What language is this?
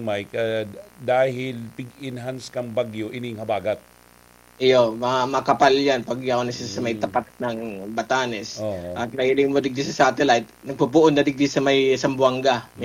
Bikol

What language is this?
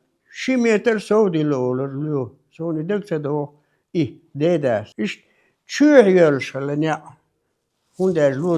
Chechen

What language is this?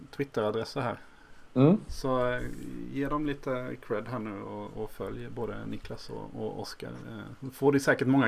Swedish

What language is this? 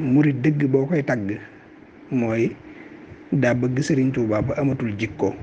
Wolof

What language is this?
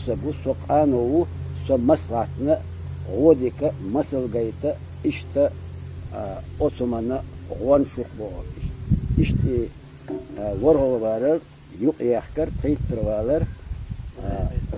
Chechen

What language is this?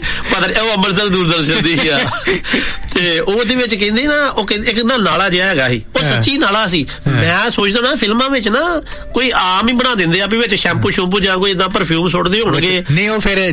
Punjabi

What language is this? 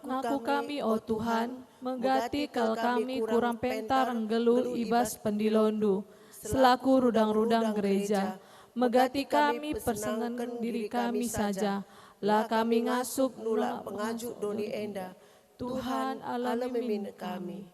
Batak Karo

